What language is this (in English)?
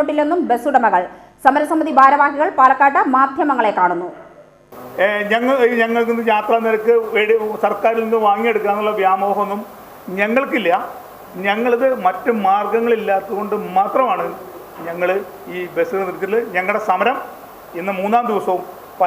Malayalam